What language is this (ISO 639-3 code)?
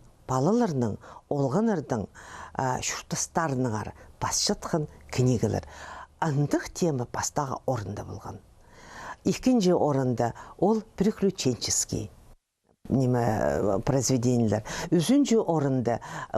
kjh